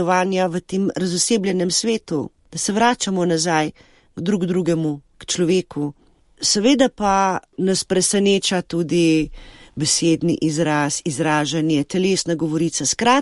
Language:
Slovenian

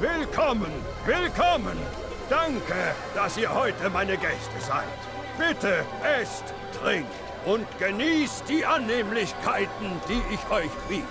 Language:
Bavarian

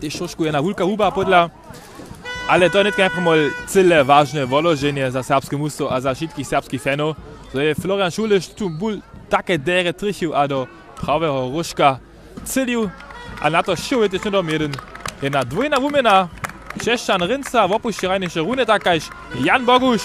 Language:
Upper Sorbian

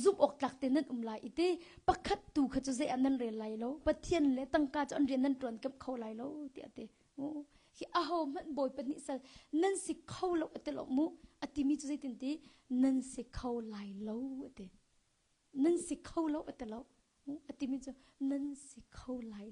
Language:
Hakha Chin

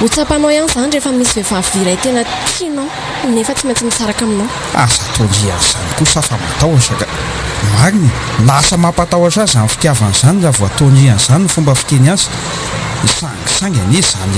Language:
Malagasy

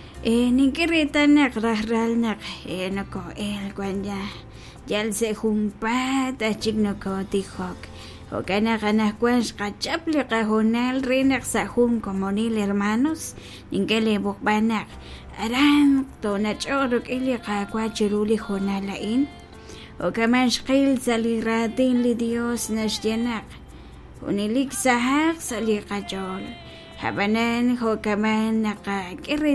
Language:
Kekchí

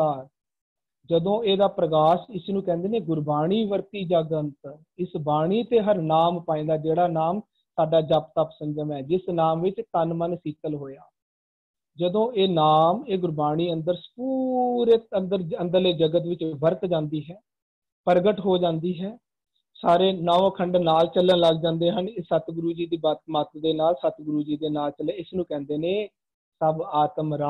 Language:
Punjabi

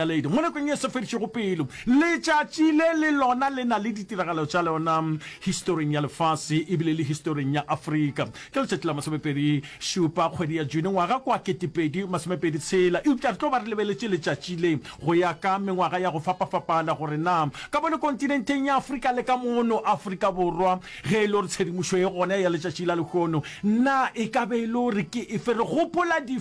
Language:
Northern Sotho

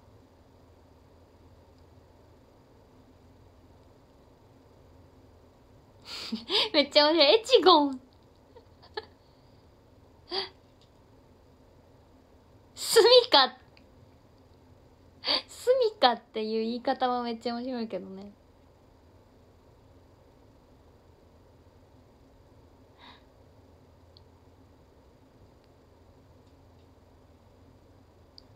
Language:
Japanese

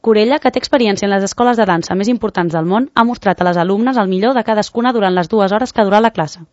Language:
Catalan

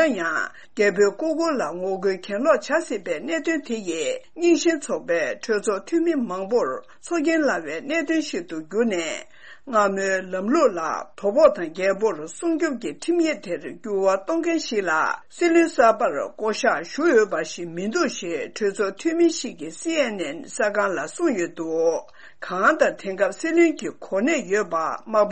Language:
Tibetan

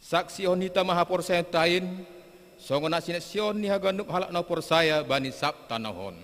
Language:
Batak Simalungun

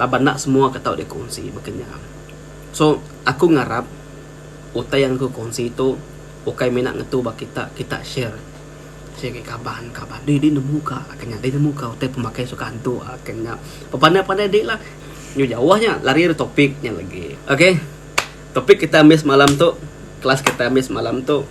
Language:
Iban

